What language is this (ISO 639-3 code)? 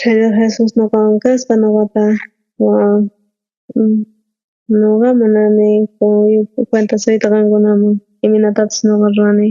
quh